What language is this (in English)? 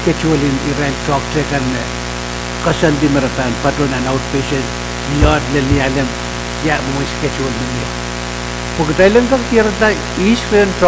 Pohnpeian